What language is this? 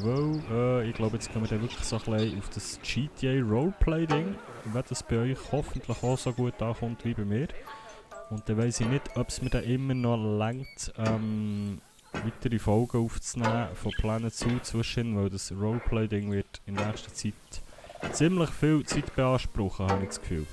Swiss German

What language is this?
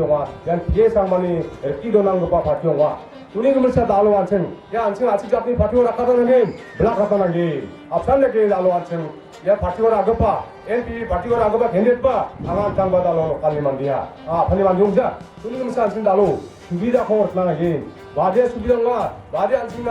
Garo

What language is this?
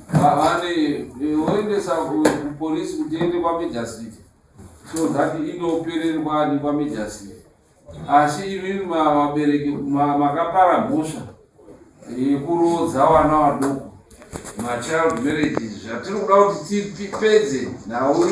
Shona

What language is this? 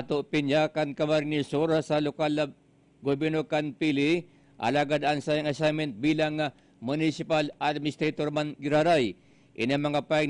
Bikol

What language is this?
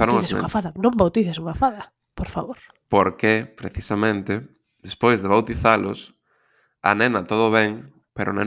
Galician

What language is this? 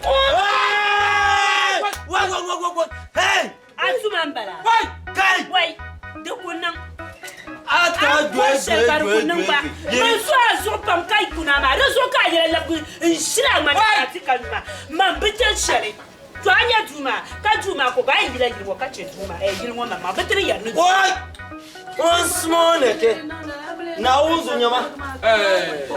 Dagbani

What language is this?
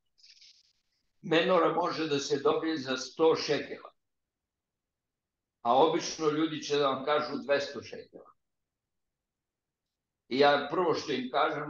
Serbian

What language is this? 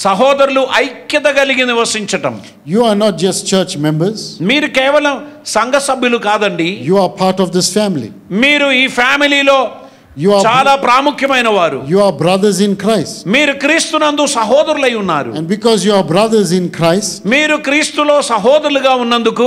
Telugu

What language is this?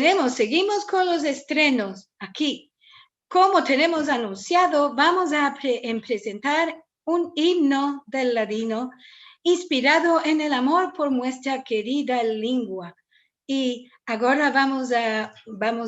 Ladino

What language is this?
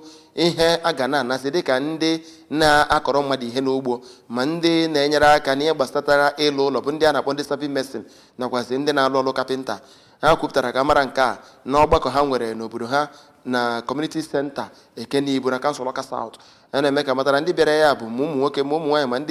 Igbo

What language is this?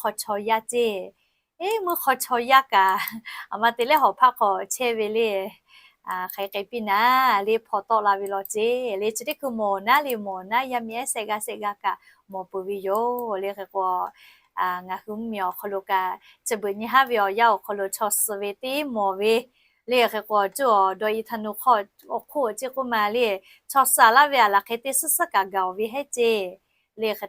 Lahu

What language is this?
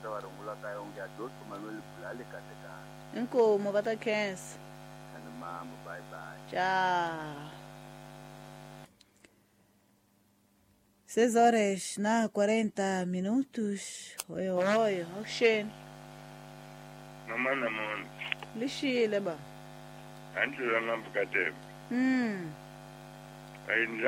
Swahili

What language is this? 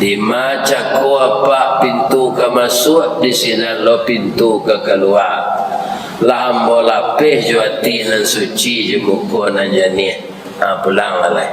Minangkabau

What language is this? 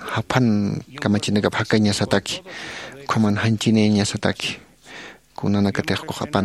Aymara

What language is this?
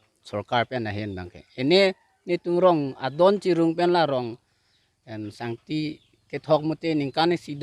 Karbi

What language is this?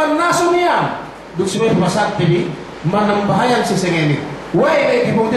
Yakan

